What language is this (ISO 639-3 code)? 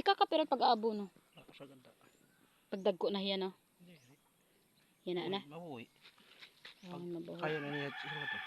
war